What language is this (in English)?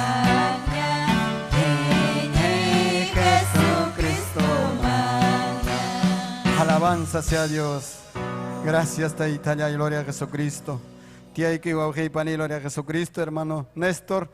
Ayacucho Quechua